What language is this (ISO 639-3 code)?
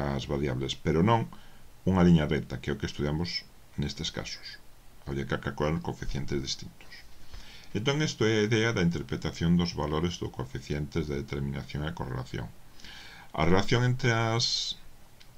glg